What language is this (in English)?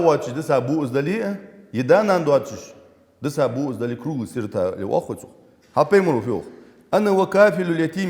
Ingush